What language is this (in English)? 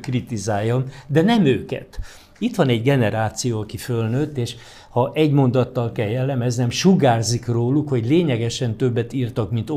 Hungarian